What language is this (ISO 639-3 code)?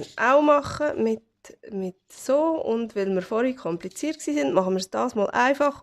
gsw